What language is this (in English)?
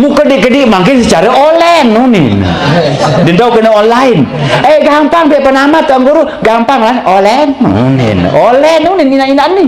Sasak